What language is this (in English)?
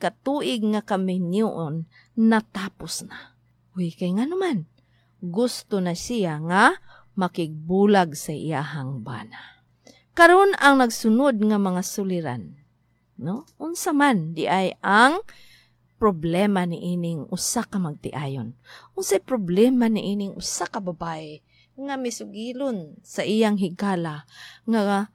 Cebuano